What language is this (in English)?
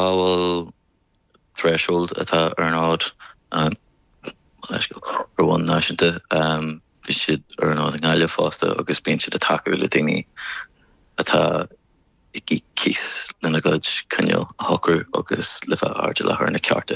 Irish